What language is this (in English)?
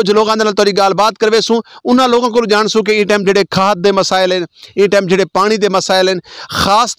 Saraiki